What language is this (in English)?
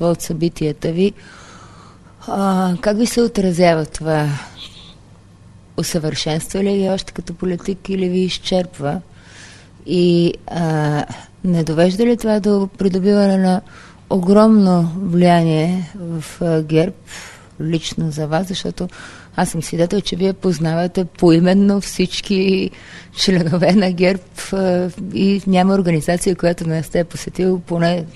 Bulgarian